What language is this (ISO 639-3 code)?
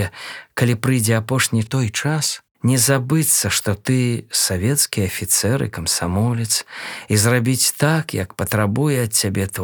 bel